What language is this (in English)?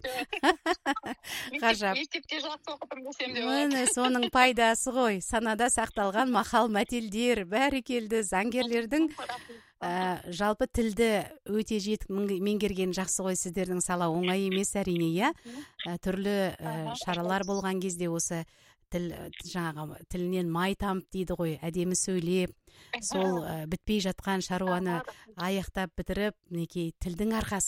Kazakh